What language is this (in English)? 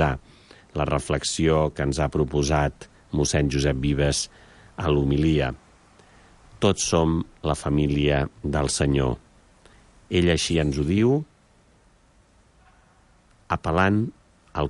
Catalan